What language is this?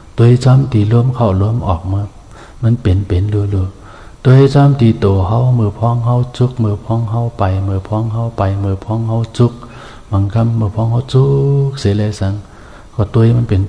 Shan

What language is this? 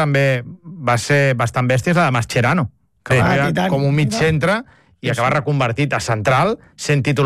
Catalan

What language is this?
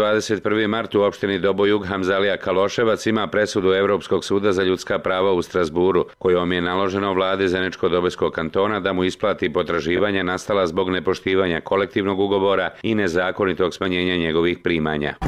Bosnian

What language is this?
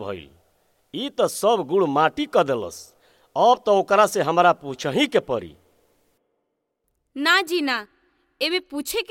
Bhojpuri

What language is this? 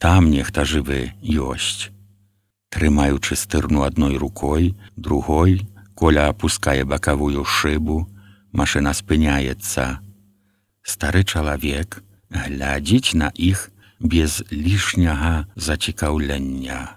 Belarusian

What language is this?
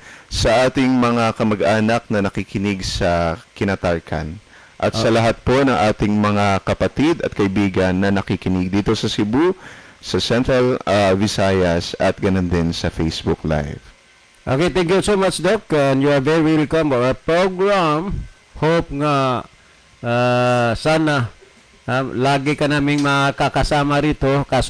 Cebuano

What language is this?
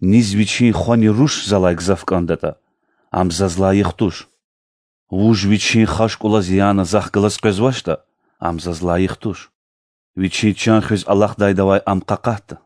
Lezghian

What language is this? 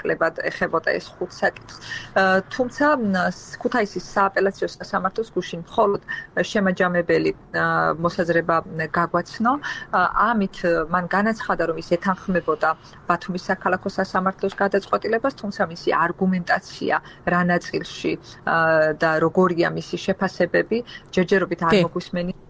Georgian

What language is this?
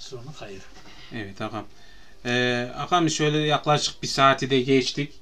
Crimean Tatar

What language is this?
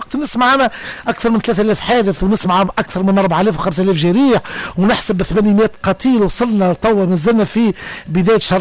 Tunisian Arabic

